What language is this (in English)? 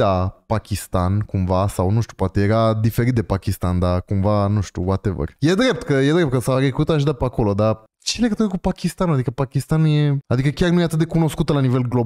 Romanian